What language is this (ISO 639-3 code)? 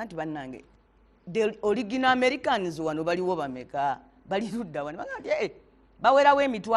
lug